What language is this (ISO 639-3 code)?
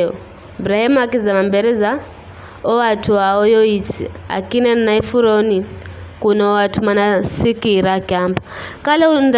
nyf